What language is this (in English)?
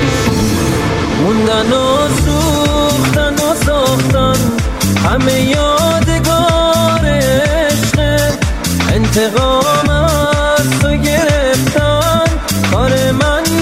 Persian